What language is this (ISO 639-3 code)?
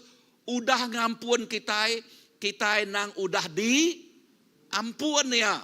iba